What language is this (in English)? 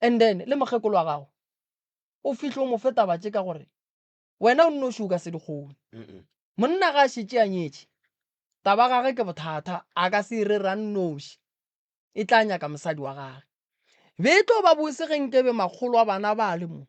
Northern Sotho